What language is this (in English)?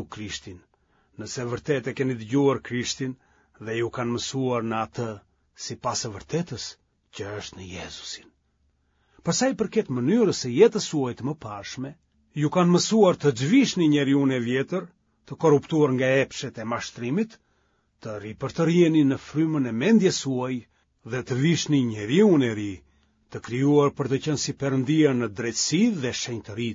Albanian